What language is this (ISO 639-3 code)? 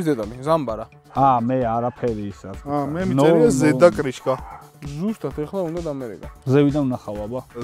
kat